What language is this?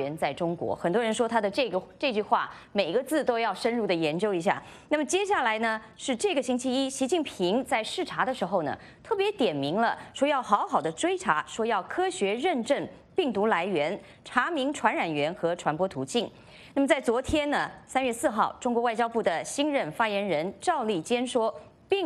Chinese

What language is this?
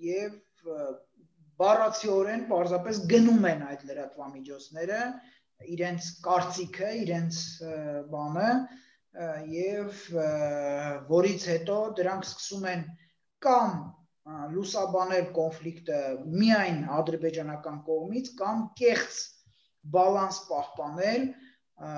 Armenian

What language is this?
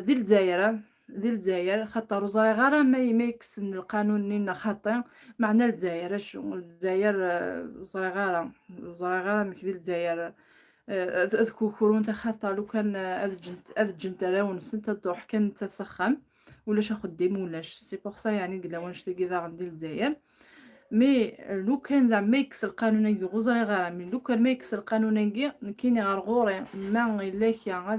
Kabyle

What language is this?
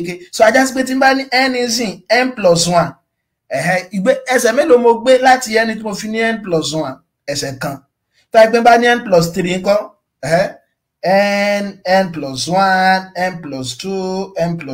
Yoruba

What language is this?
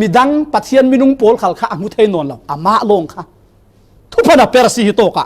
Falam Chin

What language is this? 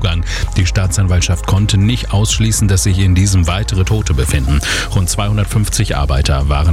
German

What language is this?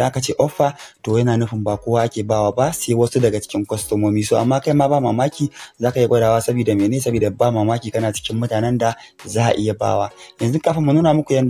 Hausa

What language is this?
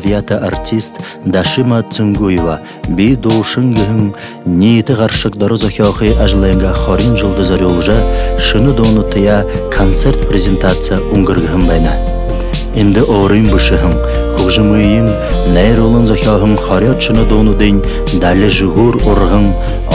Buriat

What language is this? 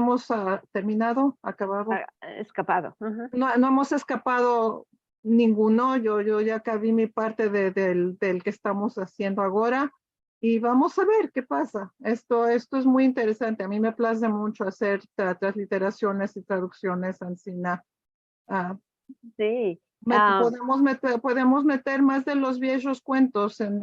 Ladino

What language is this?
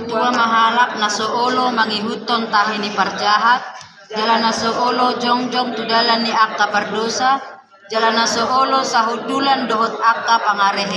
Batak Toba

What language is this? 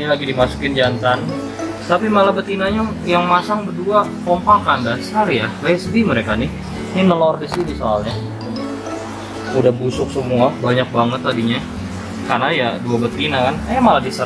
Indonesian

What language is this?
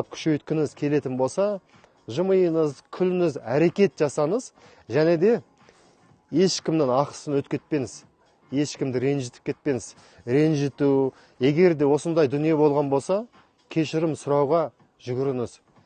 Kazakh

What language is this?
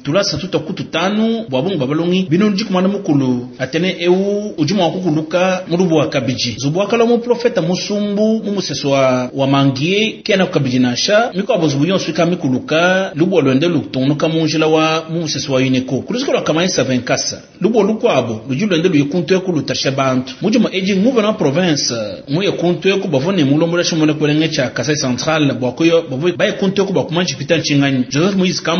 Luba-Lulua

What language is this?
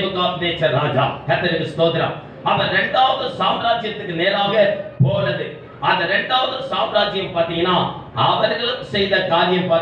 Tamil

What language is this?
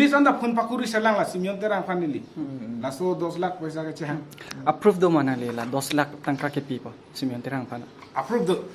Karbi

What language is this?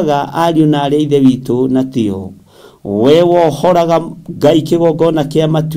Kikuyu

